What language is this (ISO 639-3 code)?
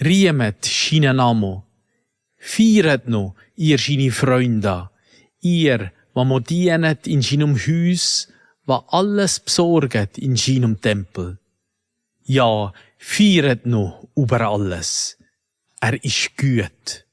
gsw